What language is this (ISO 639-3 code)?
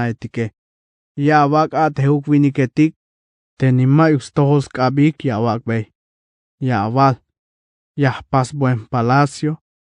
tzh